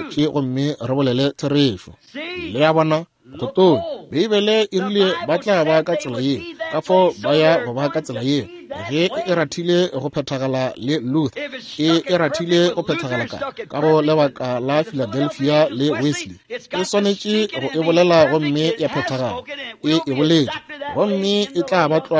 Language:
Northern Sotho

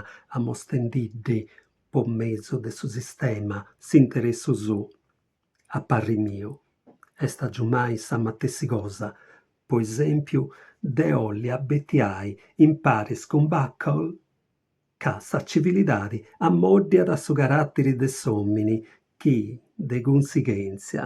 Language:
Sardinian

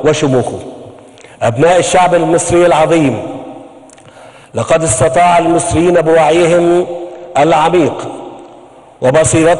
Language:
Egyptian Arabic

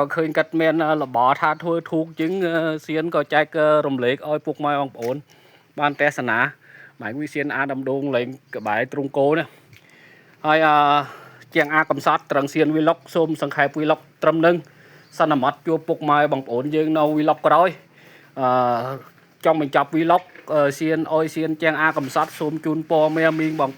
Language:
Khmer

